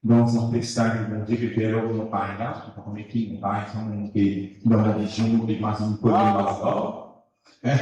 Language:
Morisyen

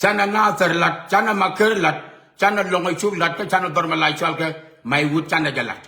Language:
Nuer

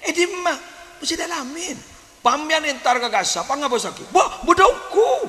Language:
Madurese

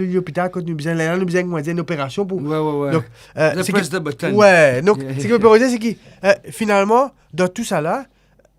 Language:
Morisyen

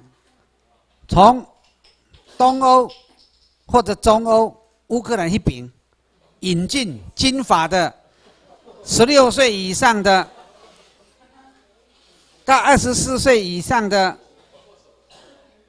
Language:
Chinese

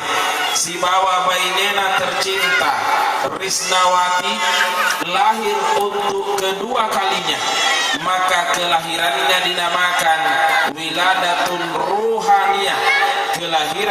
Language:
Buginese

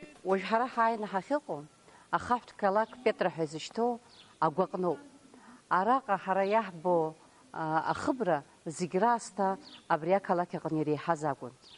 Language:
Abkhazian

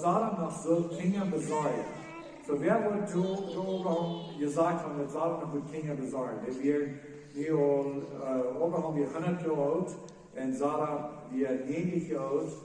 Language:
Plautdietsch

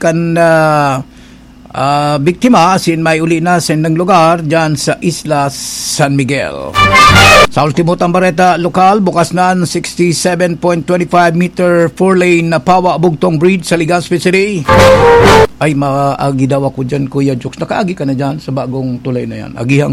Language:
Bikol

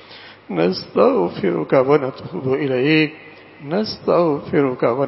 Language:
Urdu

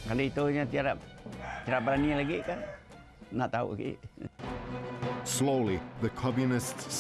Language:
Malay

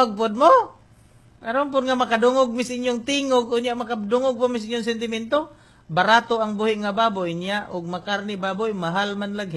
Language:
Cebuano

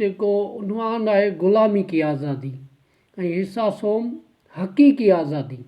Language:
Sindhi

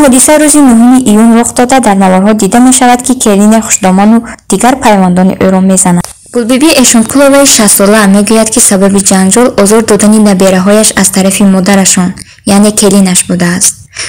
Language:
Tajik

